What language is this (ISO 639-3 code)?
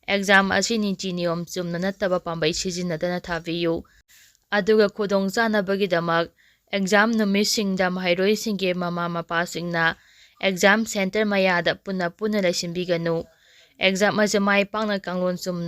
mni